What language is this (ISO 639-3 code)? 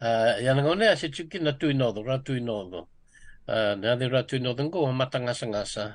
fij